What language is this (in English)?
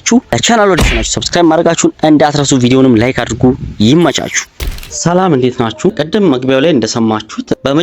Amharic